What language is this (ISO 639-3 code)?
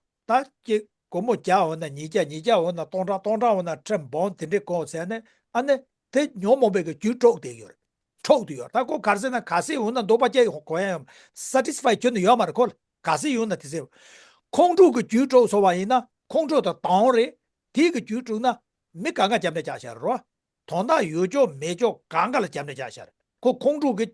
bod